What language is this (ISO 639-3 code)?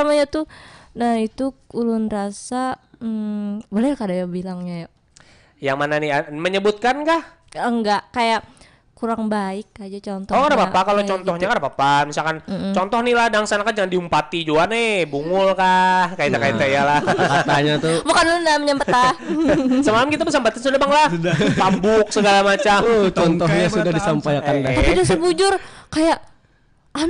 bjn